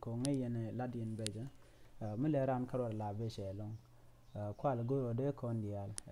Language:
Nuer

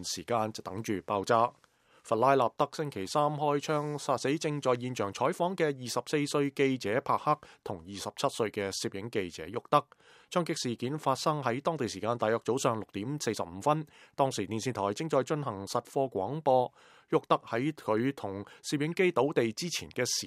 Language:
Cantonese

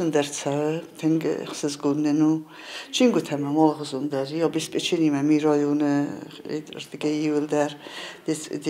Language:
Ossetic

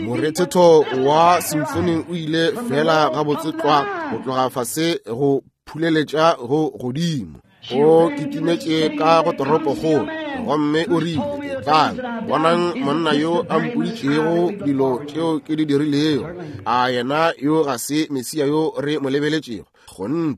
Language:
Northern Sotho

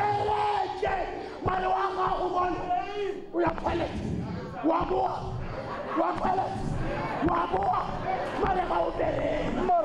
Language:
Tswana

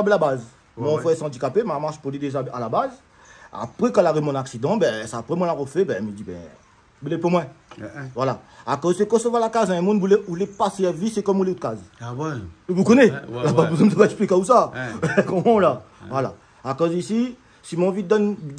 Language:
Réunion Creole French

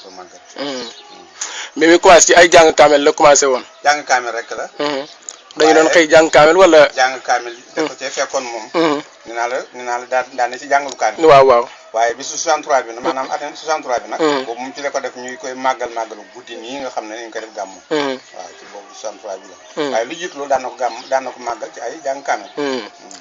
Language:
Wolof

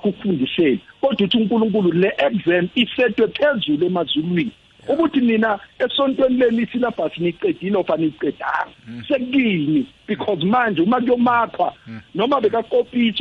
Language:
South Ndebele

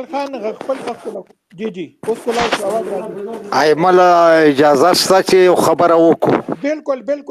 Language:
Pashto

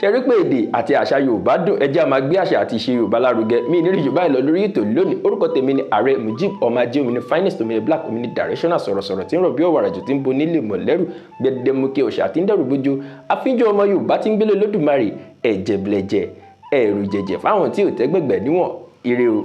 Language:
Yoruba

